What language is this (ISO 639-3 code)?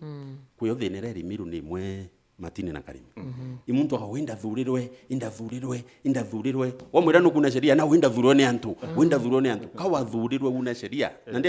mer